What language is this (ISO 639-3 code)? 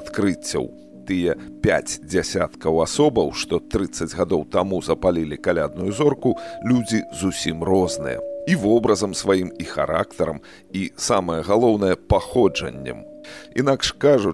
bel